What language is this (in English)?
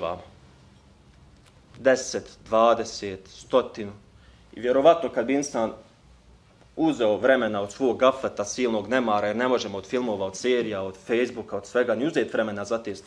Bosnian